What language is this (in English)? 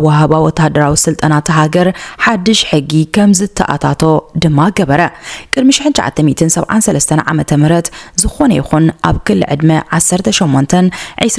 Tigrinya